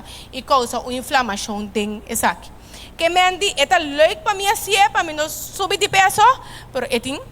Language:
Papiamento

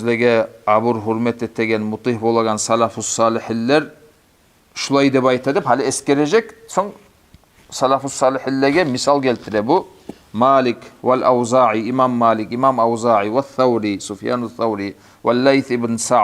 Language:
Kumyk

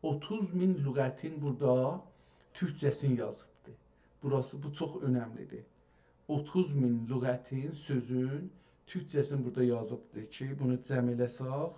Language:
South Azerbaijani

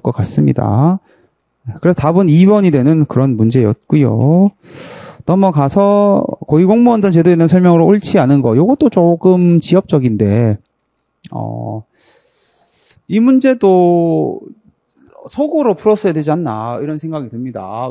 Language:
Korean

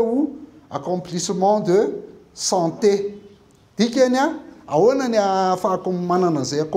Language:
Malagasy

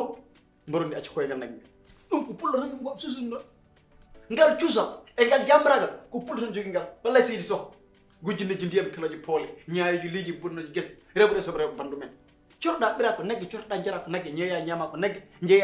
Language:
Fula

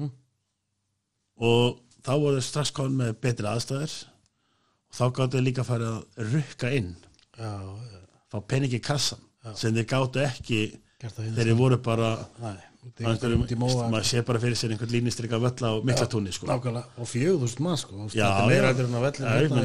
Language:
Icelandic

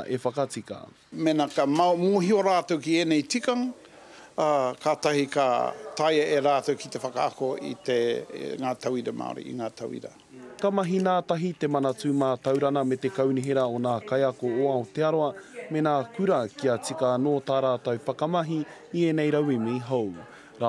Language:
Māori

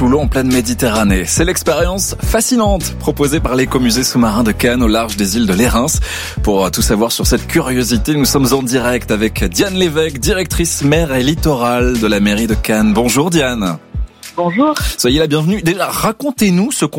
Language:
French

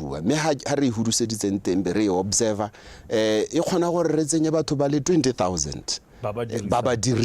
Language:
Tswana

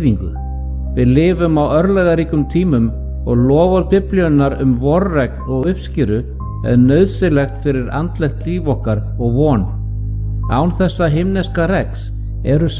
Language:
Icelandic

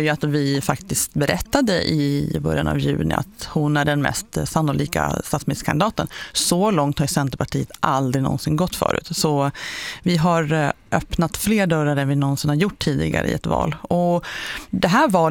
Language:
Swedish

